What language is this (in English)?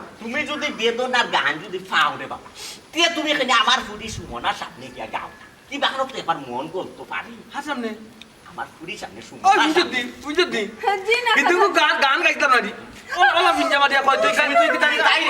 Sylheti